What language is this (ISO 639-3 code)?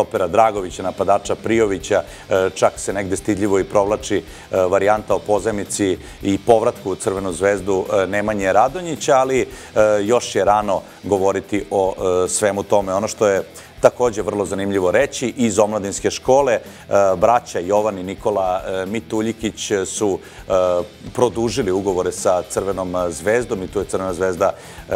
srp